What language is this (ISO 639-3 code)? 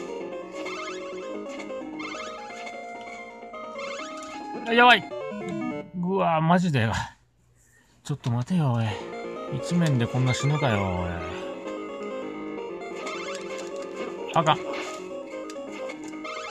jpn